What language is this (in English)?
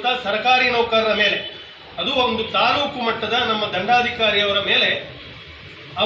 Kannada